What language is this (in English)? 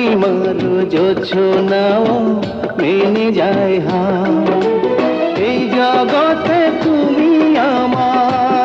Bangla